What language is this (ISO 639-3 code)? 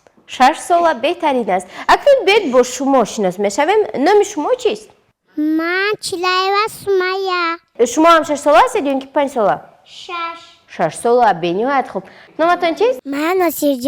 tgk